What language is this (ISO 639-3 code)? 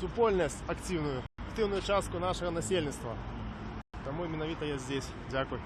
bel